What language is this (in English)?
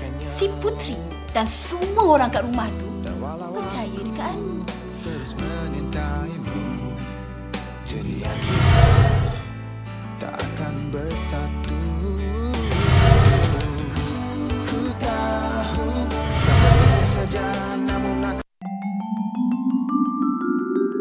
Malay